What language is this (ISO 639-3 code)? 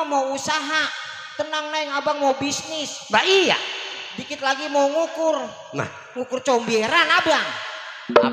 bew